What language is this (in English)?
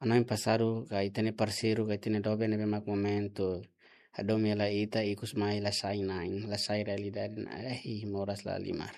Tetum